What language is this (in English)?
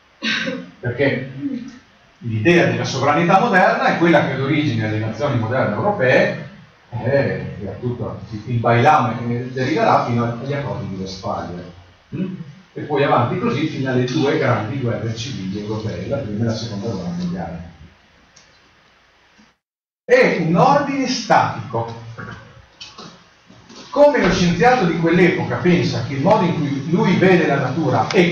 Italian